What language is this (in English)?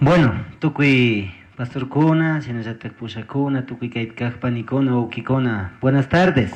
Chimborazo Highland Quichua